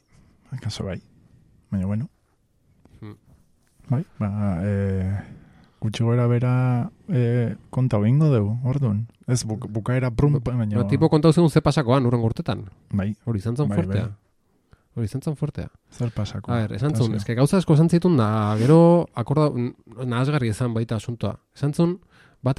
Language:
Basque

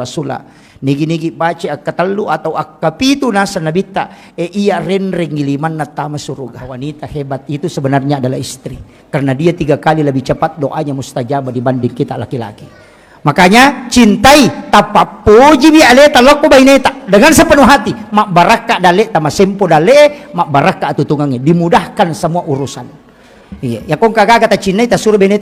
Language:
Buginese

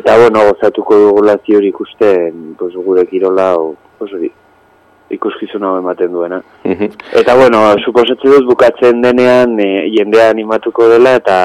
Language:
Basque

